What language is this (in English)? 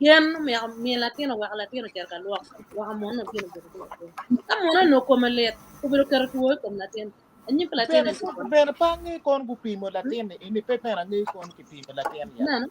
Acoli